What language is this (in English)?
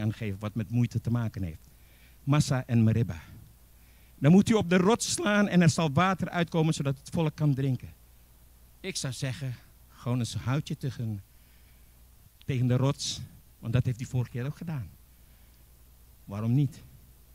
Dutch